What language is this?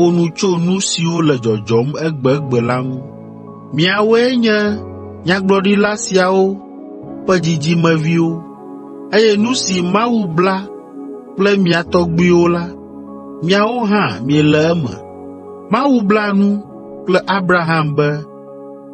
Ewe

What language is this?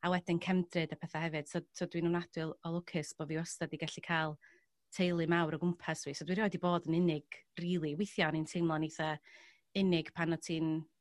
Welsh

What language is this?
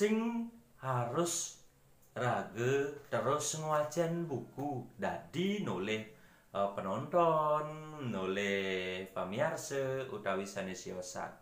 Balinese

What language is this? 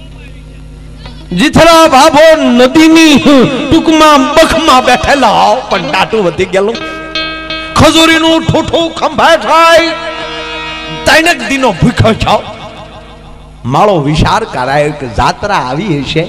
Gujarati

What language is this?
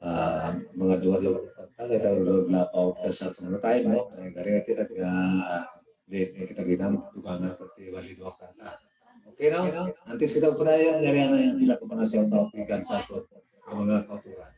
Hiligaynon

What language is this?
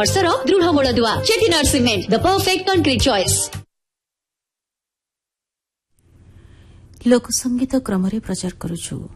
Odia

